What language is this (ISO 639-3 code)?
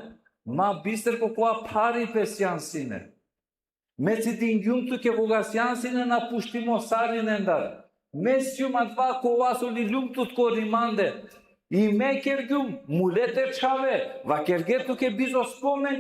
rmn